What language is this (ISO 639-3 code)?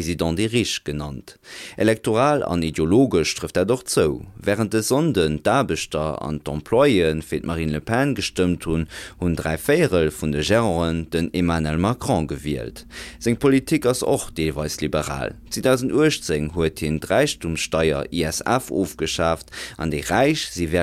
ltz